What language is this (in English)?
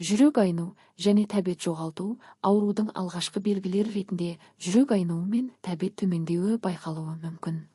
Kazakh